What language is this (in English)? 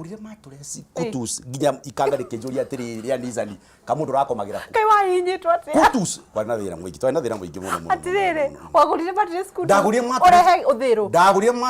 Kikuyu